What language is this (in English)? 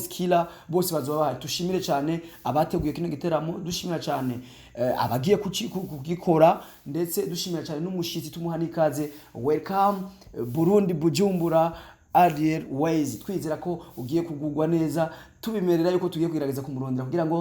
Rundi